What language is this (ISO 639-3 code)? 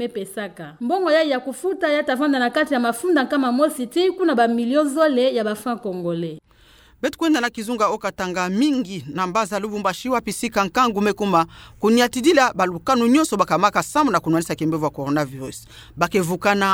ktu